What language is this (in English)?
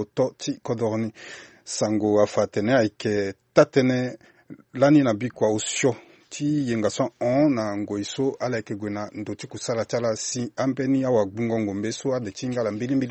Sango